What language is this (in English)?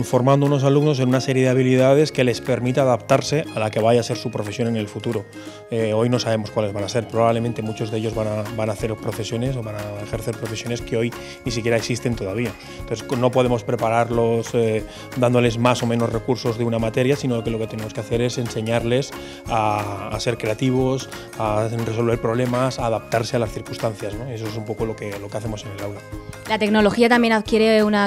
Spanish